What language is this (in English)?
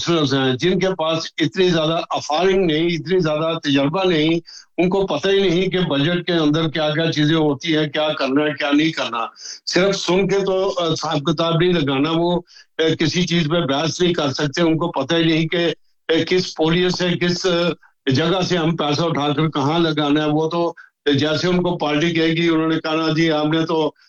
Urdu